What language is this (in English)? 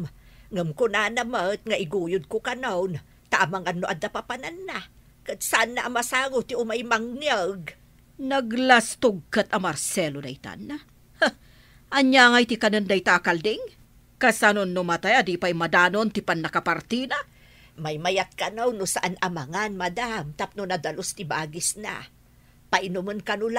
Iloko